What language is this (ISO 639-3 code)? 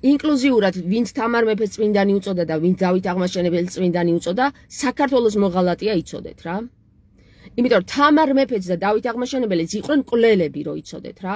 kat